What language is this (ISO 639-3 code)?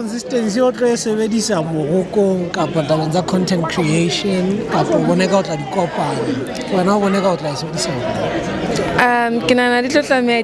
sot